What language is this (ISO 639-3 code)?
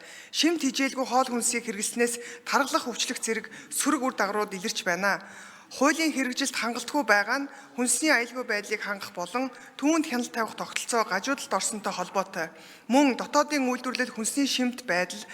mon